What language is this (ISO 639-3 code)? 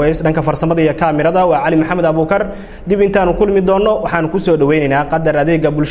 som